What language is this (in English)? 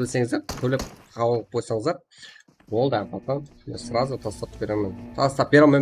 Kara-Kalpak